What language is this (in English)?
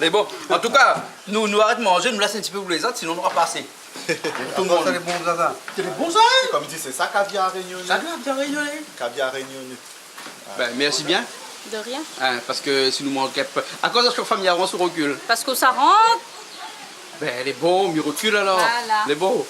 Réunion Creole French